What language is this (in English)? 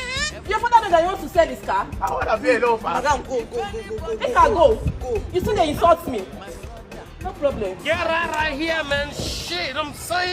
Nigerian Pidgin